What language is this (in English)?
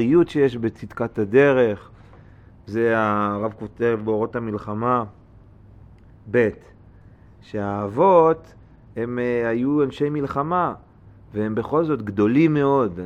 Hebrew